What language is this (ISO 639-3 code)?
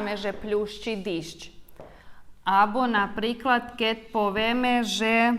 rue